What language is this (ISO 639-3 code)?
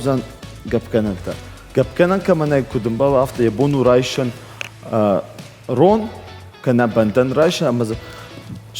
oss